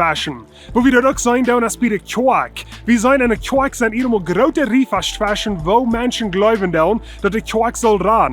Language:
Plautdietsch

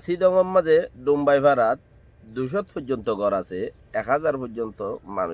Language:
Rohingya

